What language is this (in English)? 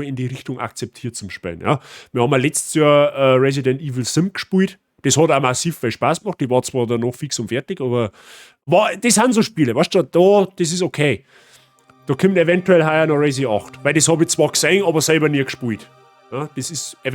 Bavarian